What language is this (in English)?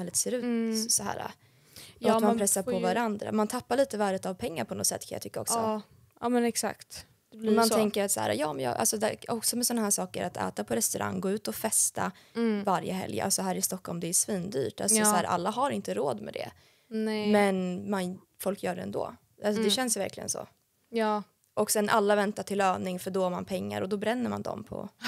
Swedish